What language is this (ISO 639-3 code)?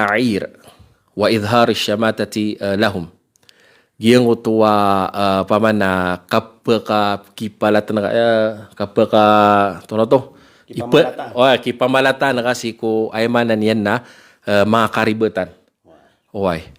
mrw